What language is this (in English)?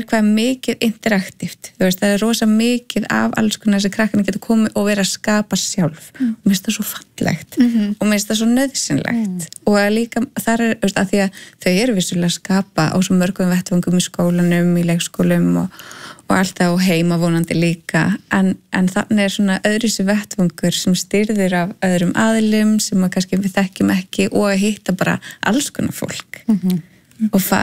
Icelandic